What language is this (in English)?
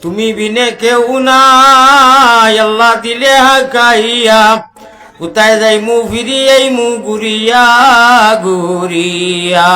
Sylheti